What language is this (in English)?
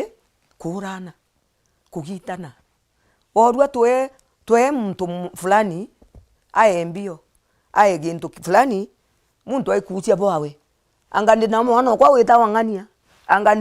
Meru